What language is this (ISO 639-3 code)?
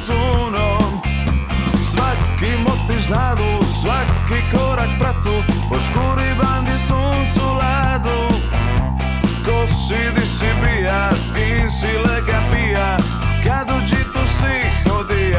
hrv